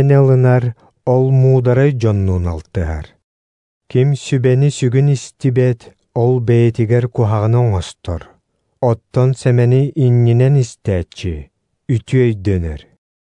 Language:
Yakut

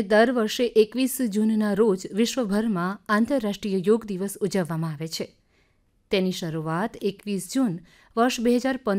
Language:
Gujarati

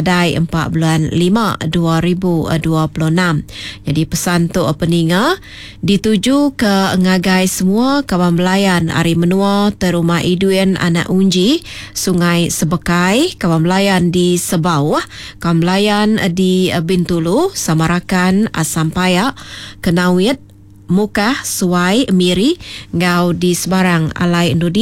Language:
Iban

